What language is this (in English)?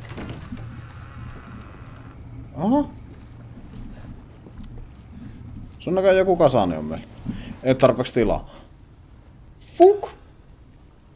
Finnish